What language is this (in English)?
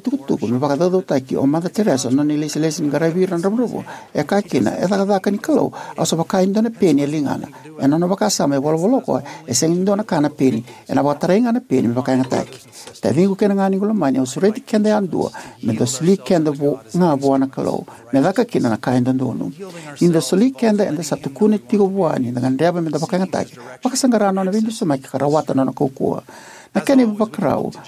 Fijian